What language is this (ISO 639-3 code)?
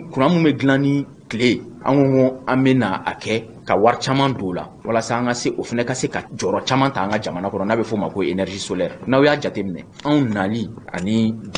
bam